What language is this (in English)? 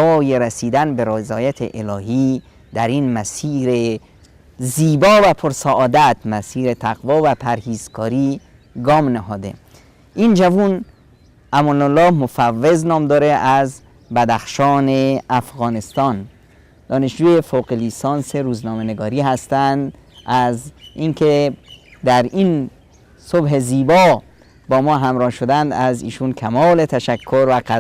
Persian